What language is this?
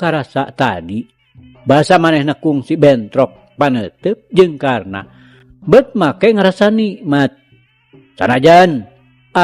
Sundanese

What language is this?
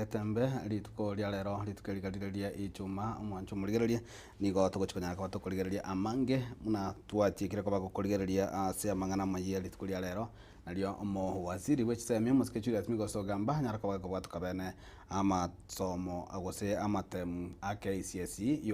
Gusii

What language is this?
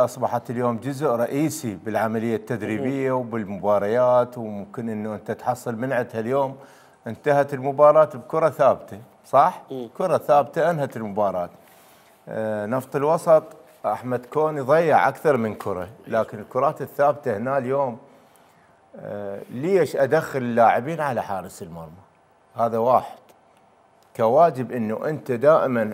Mesopotamian Arabic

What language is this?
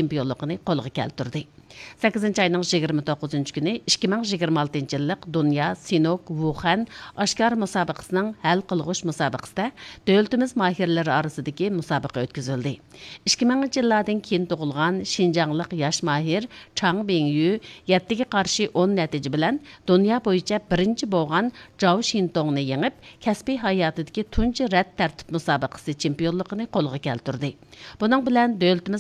Uyghur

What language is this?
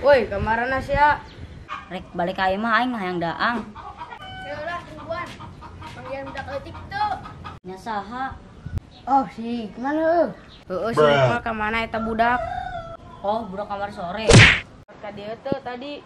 Sundanese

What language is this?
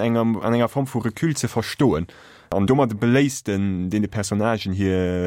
Luxembourgish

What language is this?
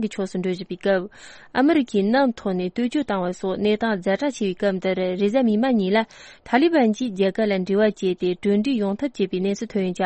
Tibetan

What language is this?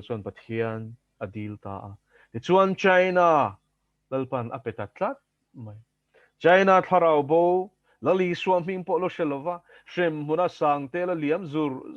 Mizo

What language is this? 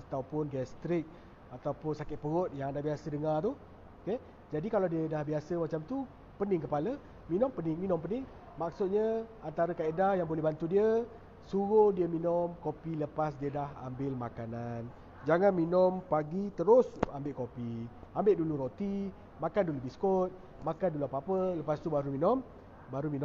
Malay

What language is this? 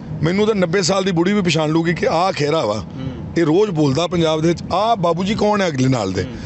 Punjabi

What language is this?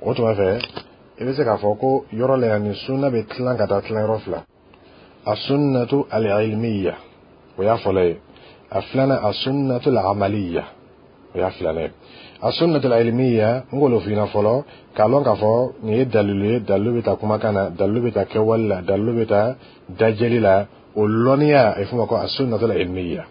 Dyula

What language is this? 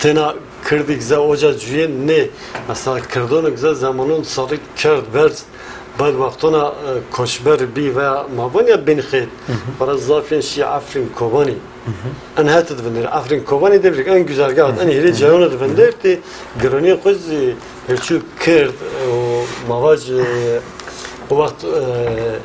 Zaza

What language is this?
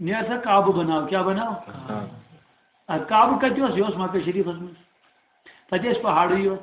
Kashmiri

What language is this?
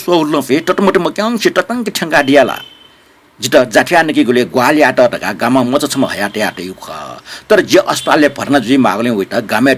Newari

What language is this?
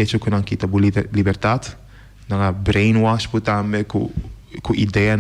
Papiamento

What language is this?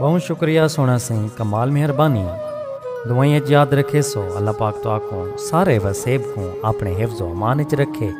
Saraiki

